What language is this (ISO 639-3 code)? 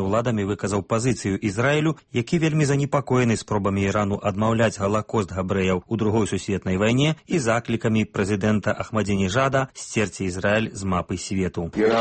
bel